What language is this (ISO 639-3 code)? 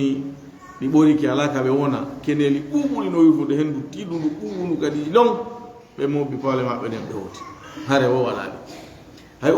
ful